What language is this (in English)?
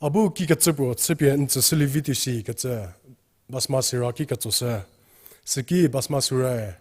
Angami Naga